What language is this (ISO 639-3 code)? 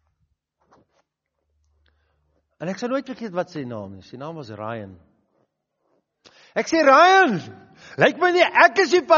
afr